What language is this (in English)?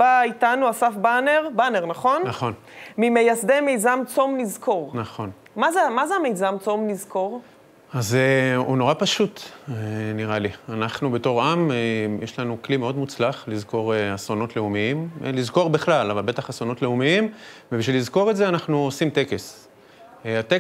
Hebrew